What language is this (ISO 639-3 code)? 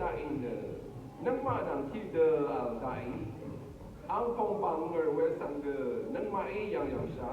raw